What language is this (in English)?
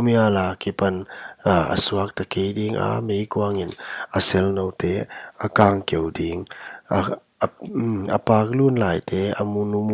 Paite Chin